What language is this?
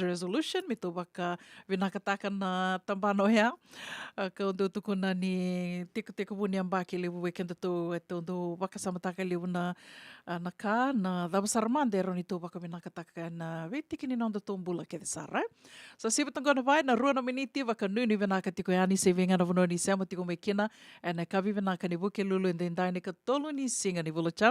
Fijian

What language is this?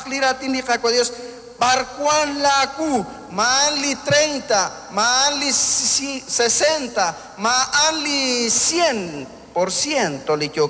Kekchí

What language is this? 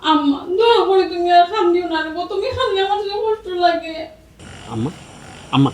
Sylheti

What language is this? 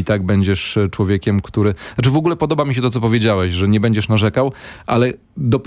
Polish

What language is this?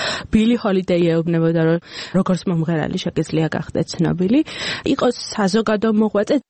Georgian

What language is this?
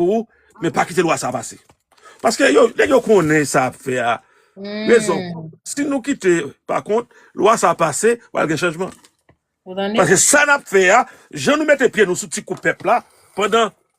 Haitian Creole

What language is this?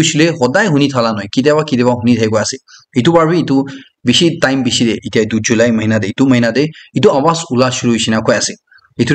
Naga Pidgin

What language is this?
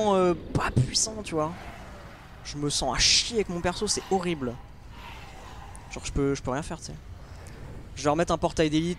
French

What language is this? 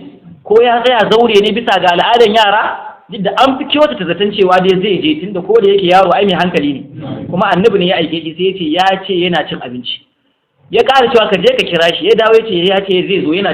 Hausa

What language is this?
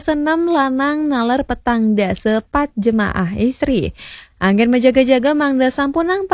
Balinese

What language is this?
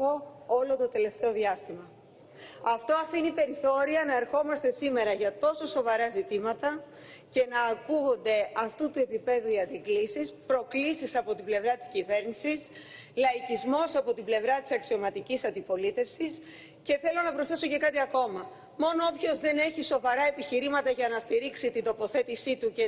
Greek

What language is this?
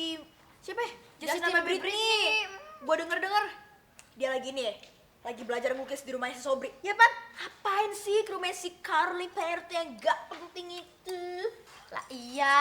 Betawi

